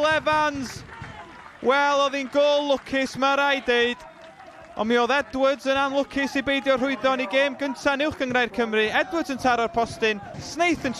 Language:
Welsh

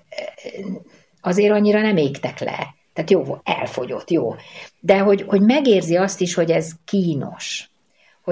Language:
Hungarian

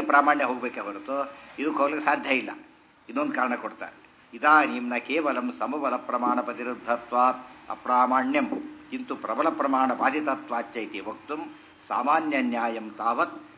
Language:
Kannada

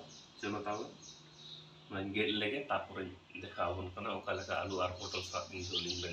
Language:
Santali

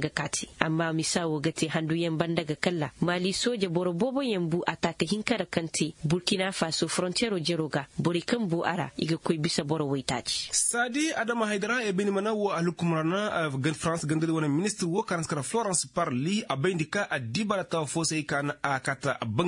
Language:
Koyraboro Senni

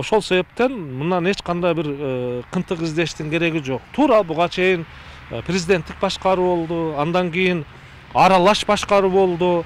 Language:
Kyrgyz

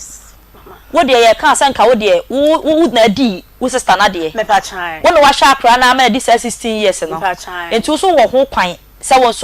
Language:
Akan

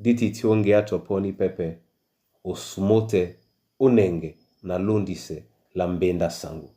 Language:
Duala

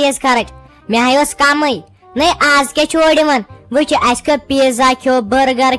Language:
Kashmiri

